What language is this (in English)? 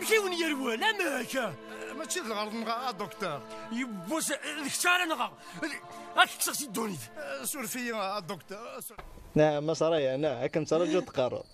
Kabyle